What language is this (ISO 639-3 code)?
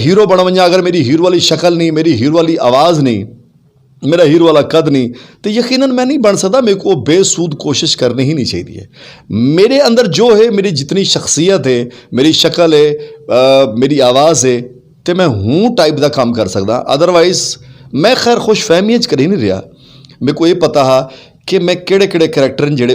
skr